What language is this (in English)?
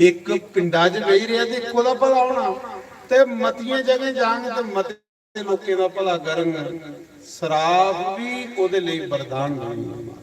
Dogri